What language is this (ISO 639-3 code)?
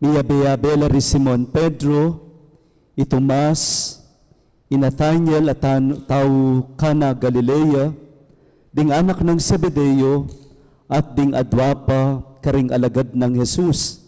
pam